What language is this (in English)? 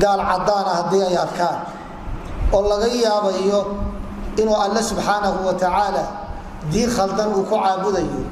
Somali